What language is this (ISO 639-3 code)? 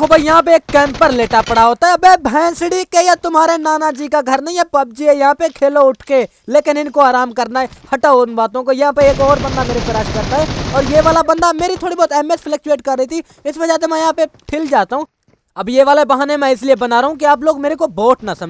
hin